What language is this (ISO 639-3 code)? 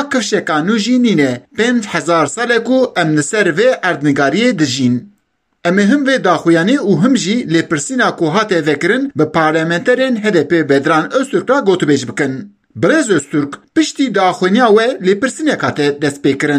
kur